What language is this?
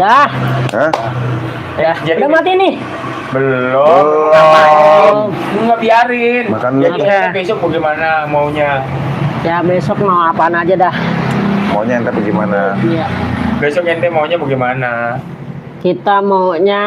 Betawi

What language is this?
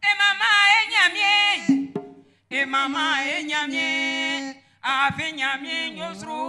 Baoulé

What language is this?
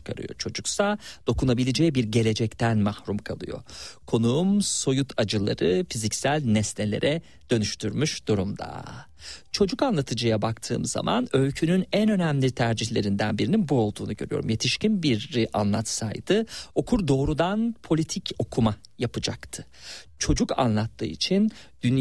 Turkish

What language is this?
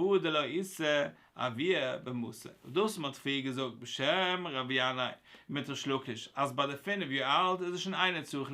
Yiddish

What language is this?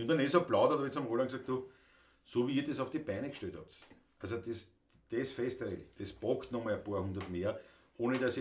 Bavarian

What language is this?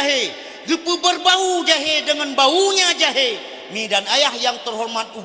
Achinese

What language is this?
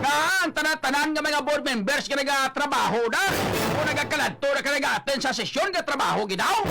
Hiligaynon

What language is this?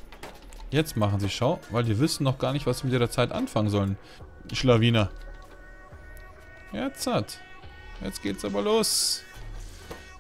German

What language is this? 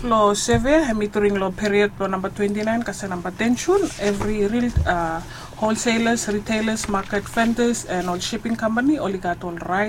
Bislama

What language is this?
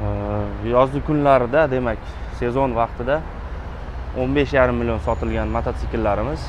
Uzbek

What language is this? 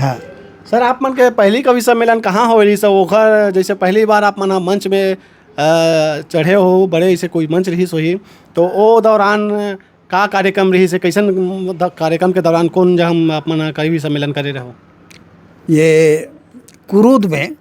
Chhattisgarhi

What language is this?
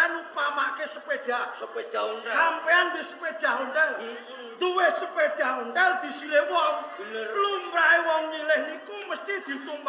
Javanese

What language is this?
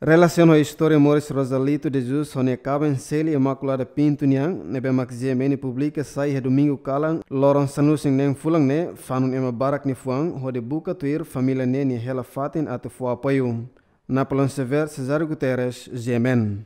Tetum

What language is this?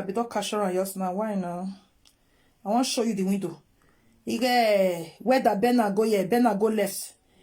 Nigerian Pidgin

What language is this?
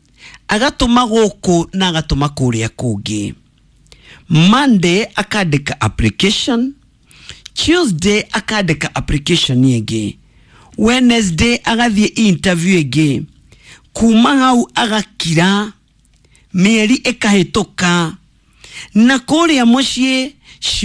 Kikuyu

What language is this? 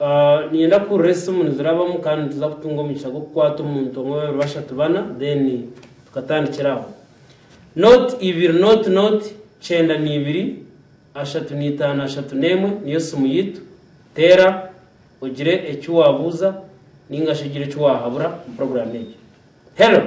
Nyankole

